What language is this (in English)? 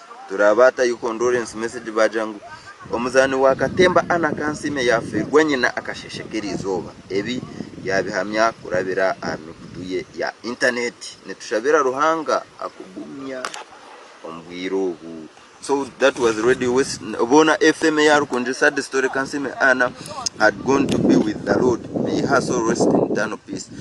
Nyankole